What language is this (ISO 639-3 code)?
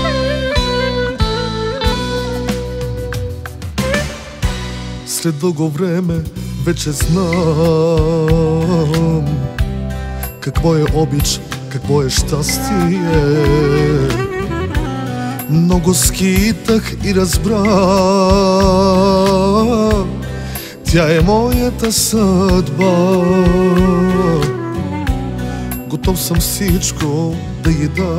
bul